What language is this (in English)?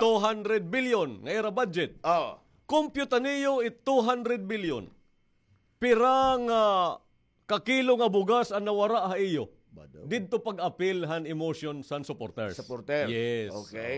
Waray